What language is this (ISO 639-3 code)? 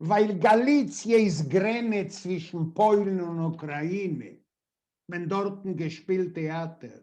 yid